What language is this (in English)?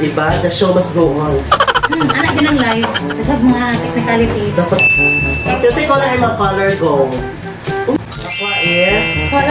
Cebuano